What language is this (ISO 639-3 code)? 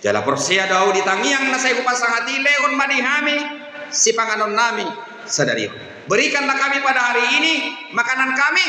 bbc